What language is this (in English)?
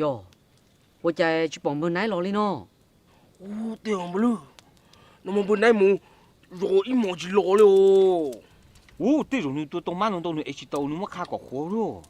Hmong